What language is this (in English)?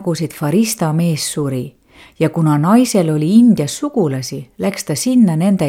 Estonian